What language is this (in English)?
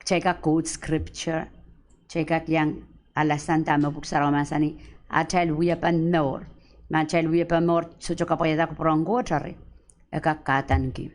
Pohnpeian